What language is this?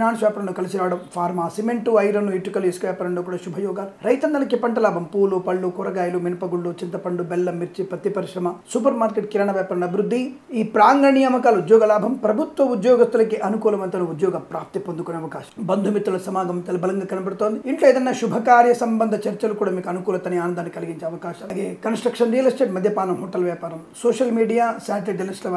Telugu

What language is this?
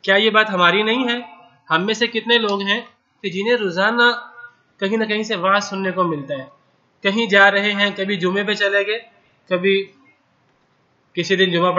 Urdu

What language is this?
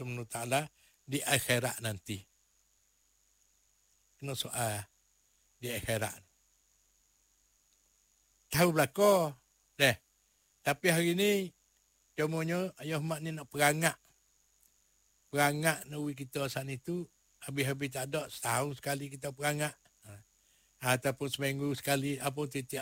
Malay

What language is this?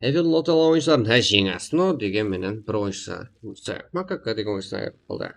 Kara-Kalpak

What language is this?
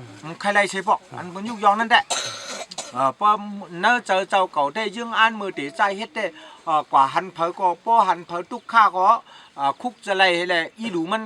Shan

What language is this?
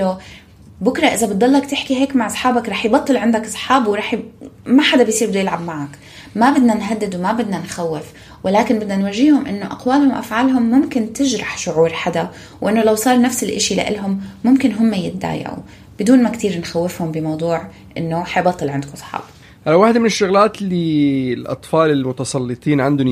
North Levantine Arabic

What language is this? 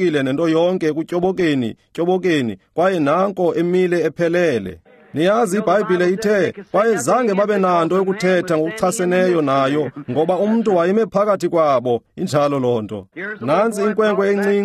Xhosa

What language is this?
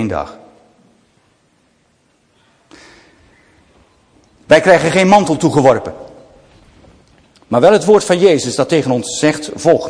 Dutch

